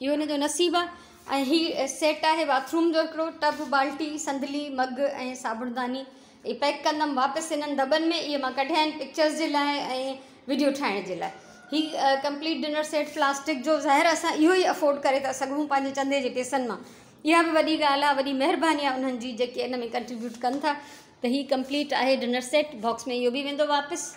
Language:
Sindhi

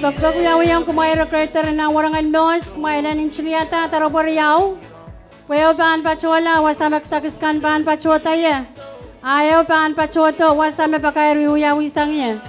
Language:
Pohnpeian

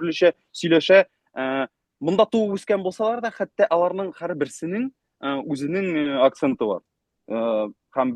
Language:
Bashkir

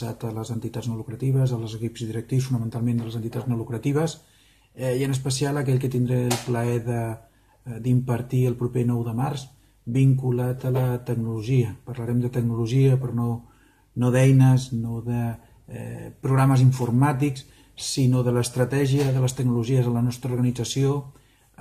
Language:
Catalan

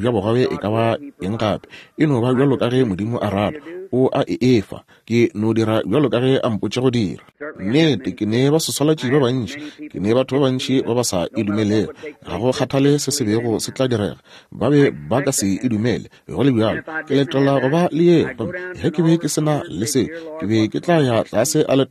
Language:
Northern Sotho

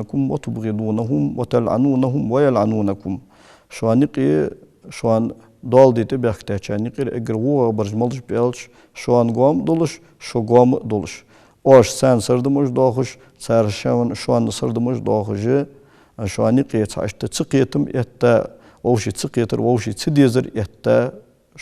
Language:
Ingush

